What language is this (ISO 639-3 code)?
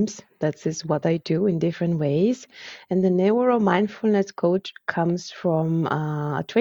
eng